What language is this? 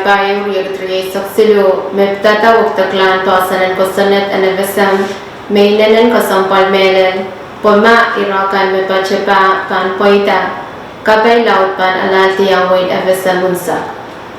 Pohnpeian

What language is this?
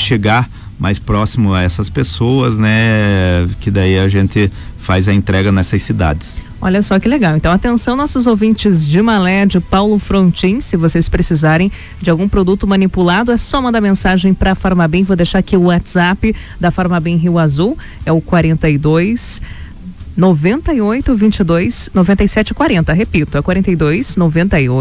Portuguese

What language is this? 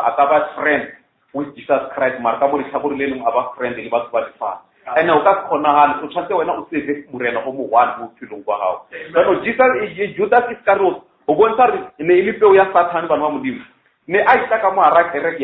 Northern Sotho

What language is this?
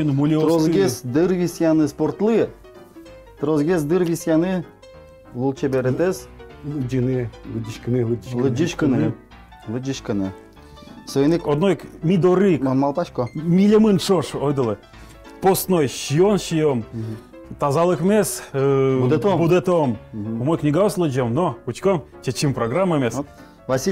Udmurt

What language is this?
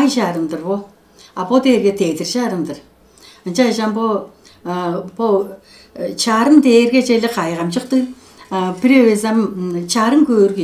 Tuvinian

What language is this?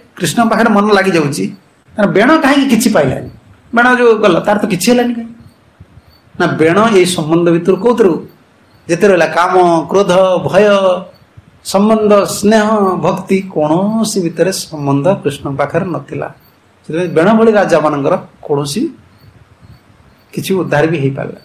Odia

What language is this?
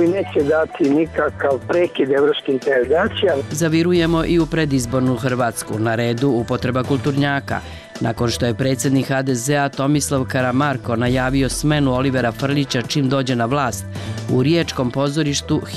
Serbian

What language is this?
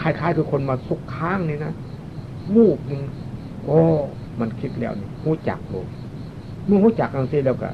Northeastern Thai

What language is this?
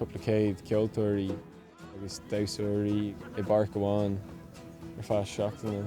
Irish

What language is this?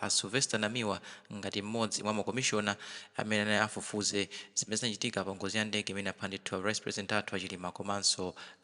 Nyanja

